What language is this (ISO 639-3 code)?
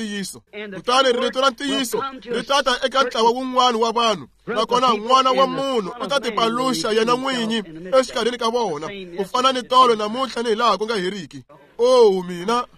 tso